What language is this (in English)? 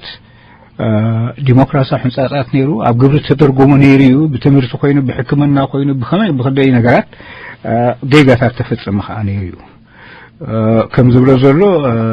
Tigrinya